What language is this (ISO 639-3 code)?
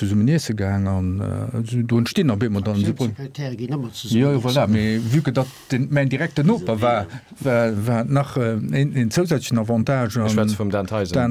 ltz